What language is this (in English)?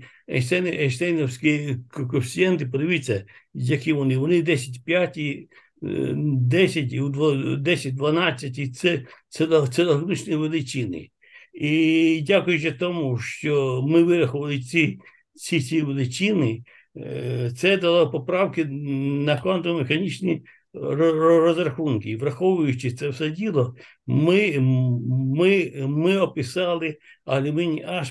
Ukrainian